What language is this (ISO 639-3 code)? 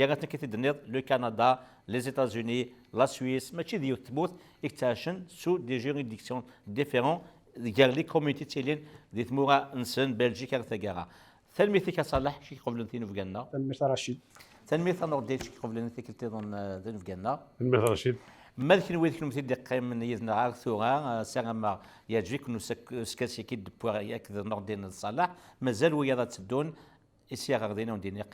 kab